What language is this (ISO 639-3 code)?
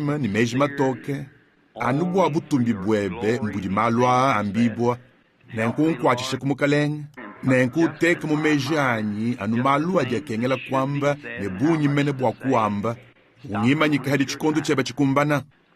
lua